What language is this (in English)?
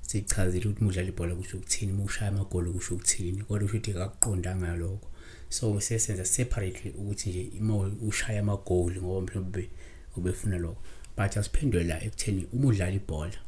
Zulu